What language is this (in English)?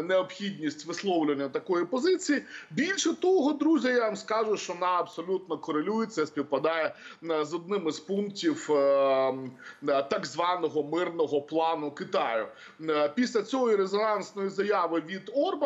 Ukrainian